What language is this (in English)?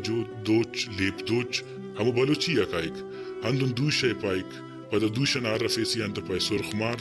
Brahui